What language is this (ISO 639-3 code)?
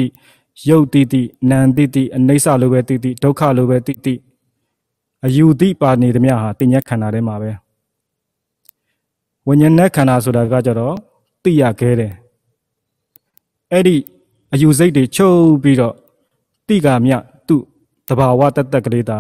mya